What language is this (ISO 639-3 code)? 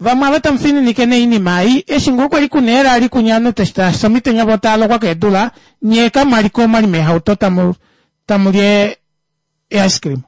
kua